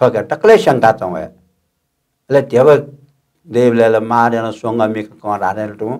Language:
Newari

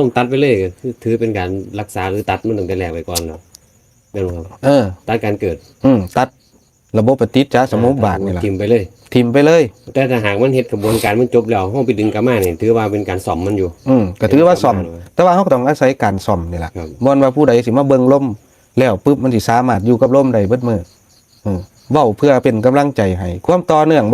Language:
Northeastern Thai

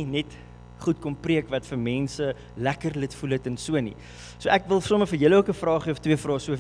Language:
Afrikaans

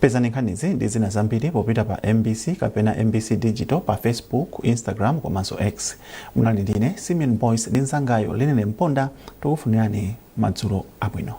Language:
Nyanja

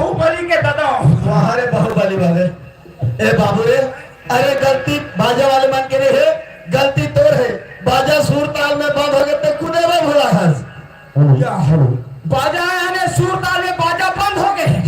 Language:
Chhattisgarhi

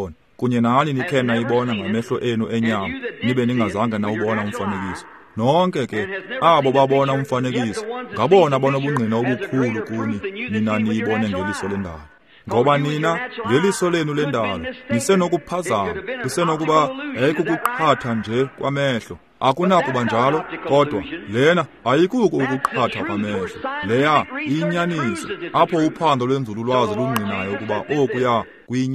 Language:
Xhosa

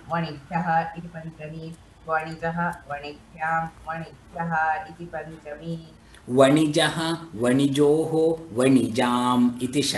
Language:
Sanskrit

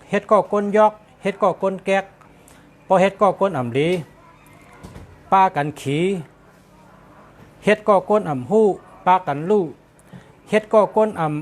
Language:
Shan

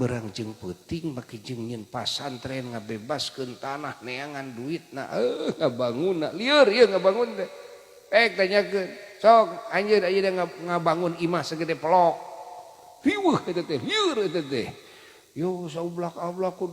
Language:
Sundanese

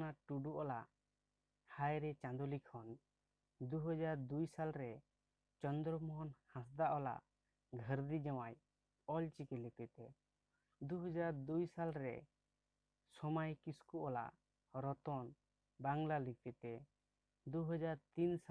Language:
Santali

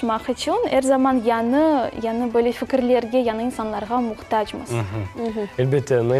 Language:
Crimean Tatar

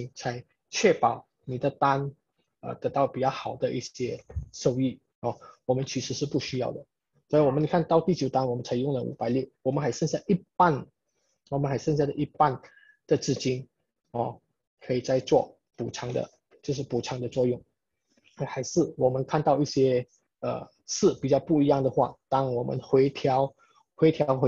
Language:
Chinese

